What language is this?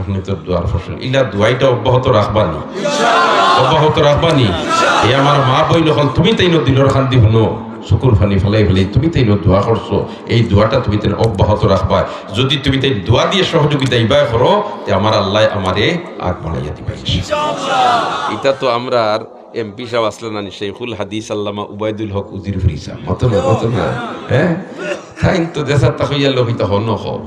Sylheti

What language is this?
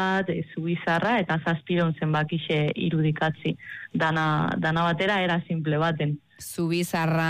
Basque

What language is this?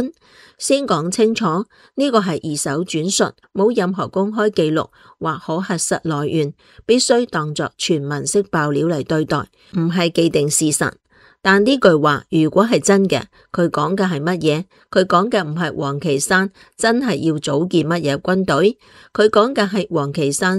Cantonese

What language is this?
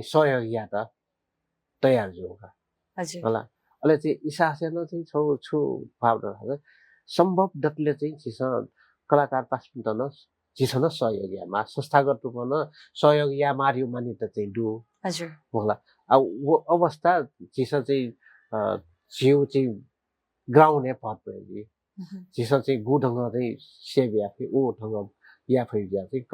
Newari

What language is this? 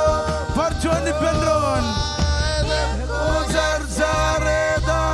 Marshallese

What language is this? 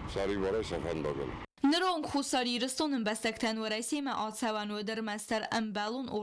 Ossetic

